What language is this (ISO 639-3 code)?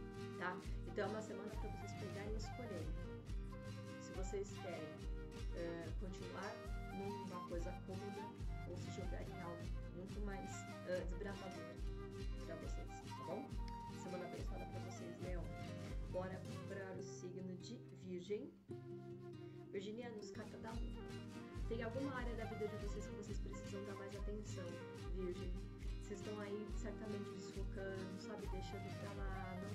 por